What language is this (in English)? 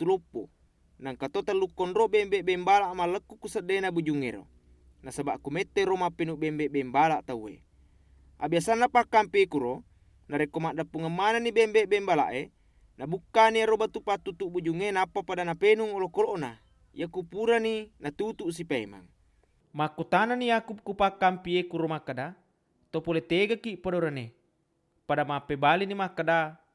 Buginese